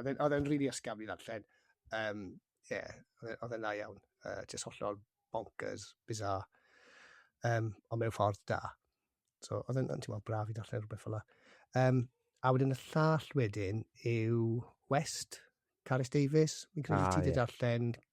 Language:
Welsh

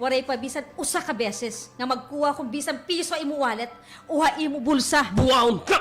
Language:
Waray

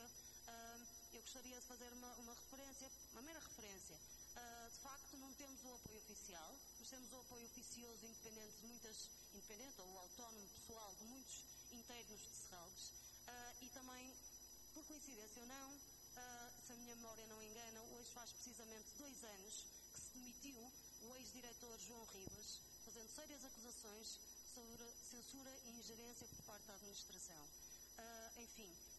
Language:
Portuguese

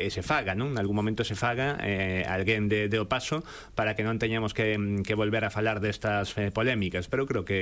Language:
Galician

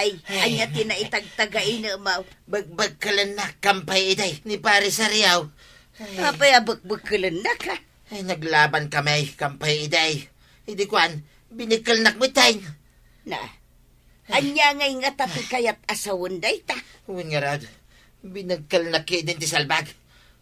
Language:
Iloko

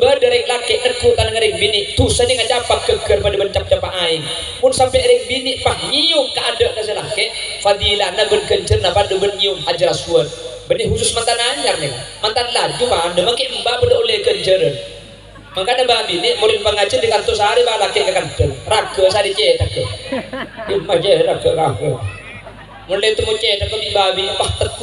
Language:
Madurese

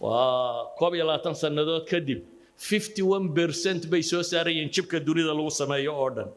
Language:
Somali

